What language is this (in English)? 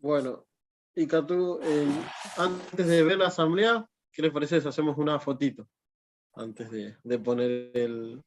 Guarani